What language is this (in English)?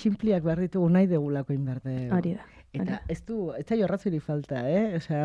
Basque